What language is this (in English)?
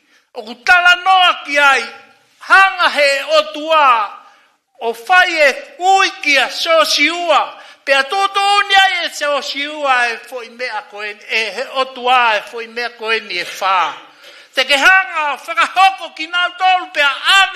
Tongan